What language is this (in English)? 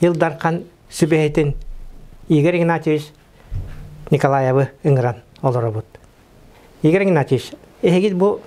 Yakut